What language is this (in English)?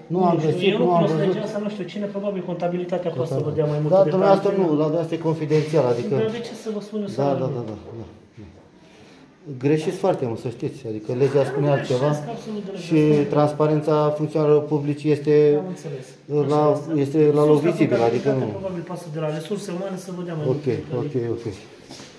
Romanian